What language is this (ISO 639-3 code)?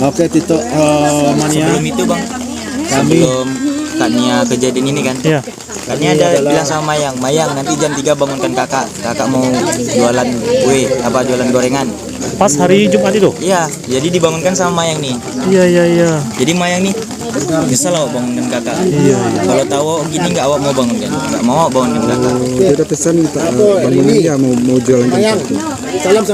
min